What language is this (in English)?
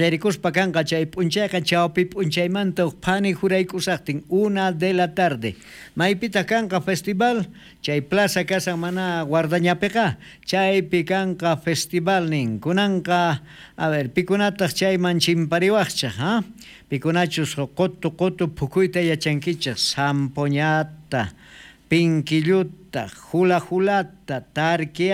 South Bolivian Quechua